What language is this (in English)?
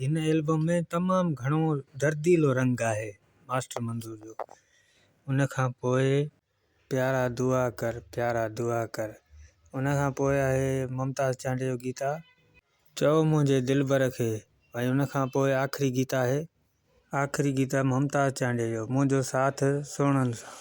Sindhi